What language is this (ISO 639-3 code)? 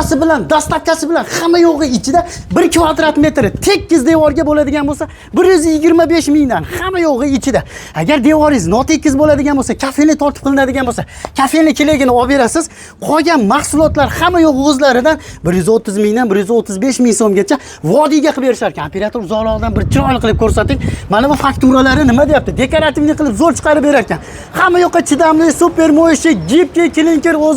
uzb